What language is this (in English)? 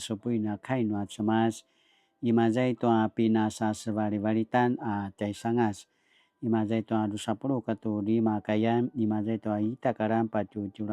Paiwan